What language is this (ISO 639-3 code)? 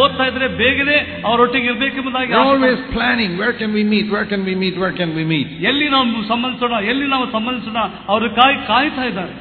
kan